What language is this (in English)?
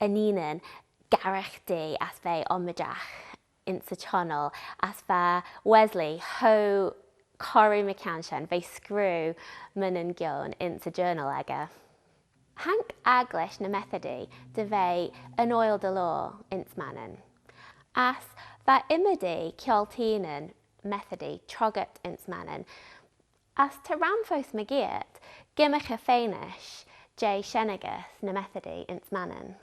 Manx